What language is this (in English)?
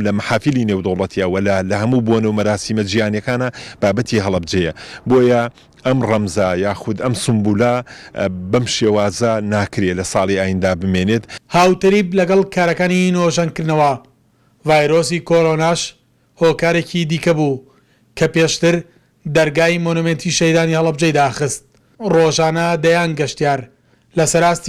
Central Kurdish